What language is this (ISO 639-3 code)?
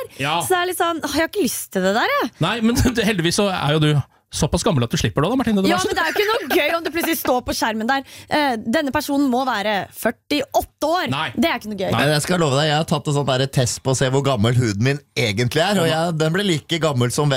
nor